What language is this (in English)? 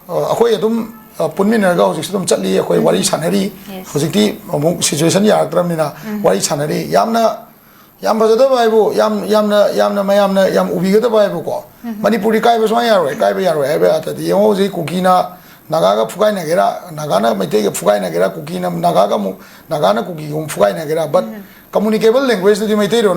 Manipuri